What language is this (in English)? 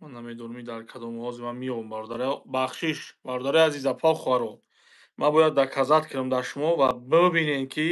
Tajik